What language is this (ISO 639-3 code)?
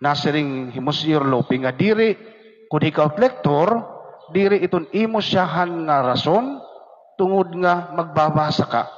war